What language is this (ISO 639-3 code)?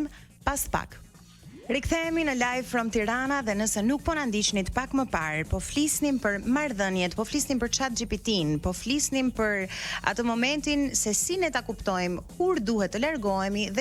sqi